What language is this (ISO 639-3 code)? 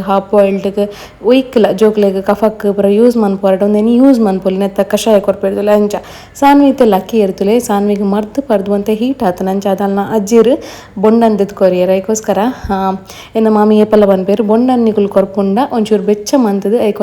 tcy